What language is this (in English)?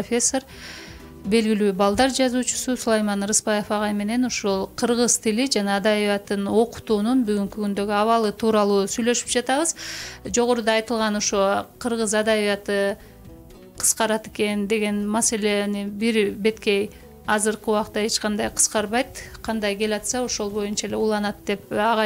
Kyrgyz